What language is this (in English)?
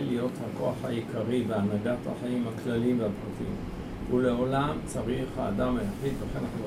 Hebrew